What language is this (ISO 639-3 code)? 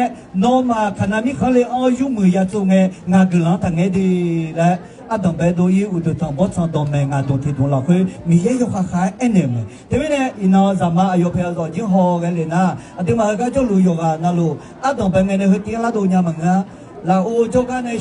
ahk